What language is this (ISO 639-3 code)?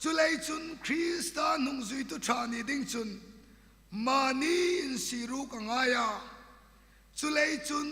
hmr